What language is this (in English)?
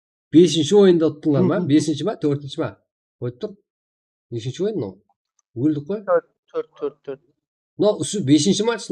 Kara-Kalpak